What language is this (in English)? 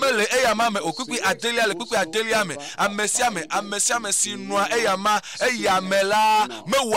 Ewe